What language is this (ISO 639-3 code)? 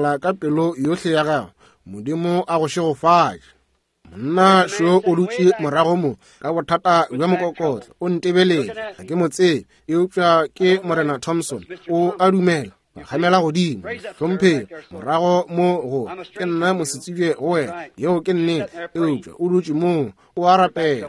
nso